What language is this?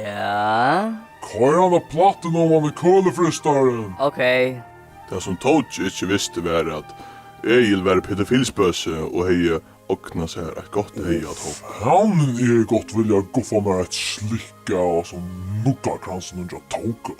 Faroese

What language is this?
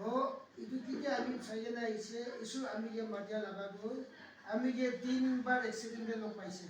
Naga Pidgin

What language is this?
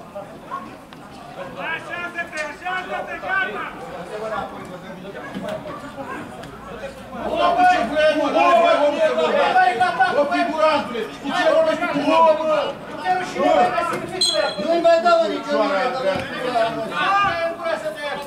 Romanian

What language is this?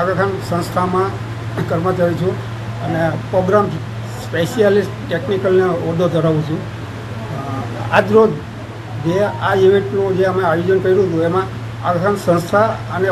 Gujarati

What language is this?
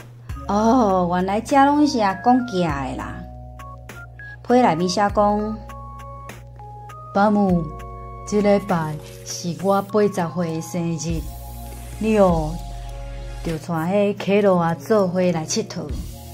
Min Nan Chinese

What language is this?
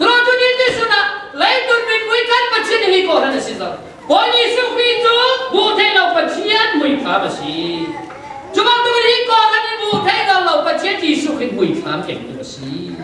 Falam Chin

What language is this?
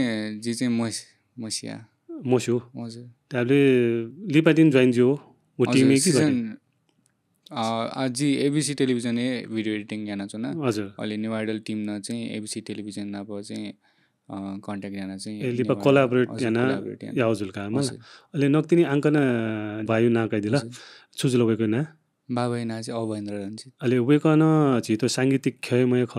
Newari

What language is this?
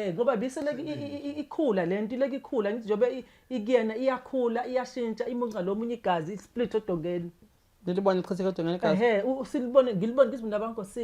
Zulu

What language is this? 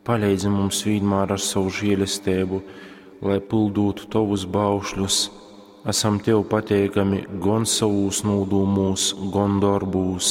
Latgalian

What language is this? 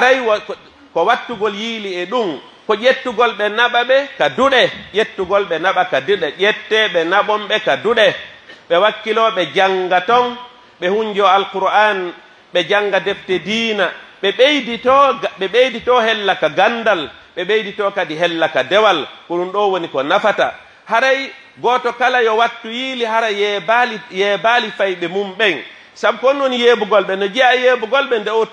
Pular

